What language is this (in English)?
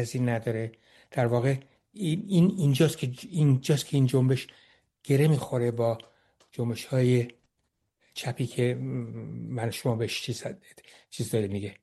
Persian